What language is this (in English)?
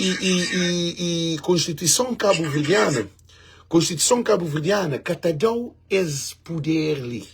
Kabuverdianu